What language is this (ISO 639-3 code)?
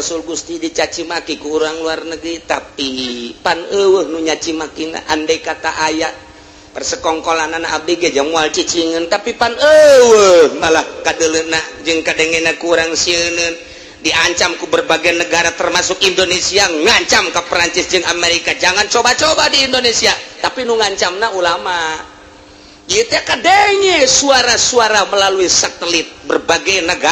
sun